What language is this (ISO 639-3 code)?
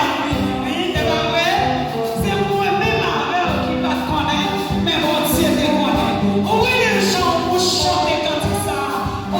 hat